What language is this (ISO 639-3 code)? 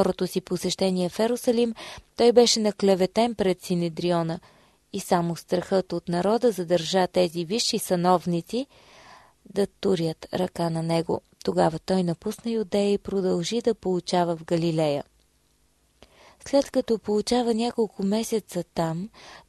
bul